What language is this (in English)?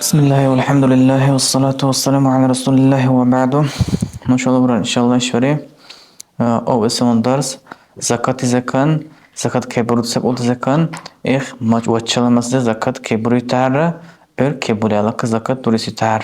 Dargwa